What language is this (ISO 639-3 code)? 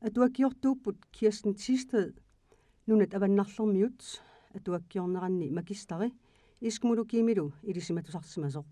kal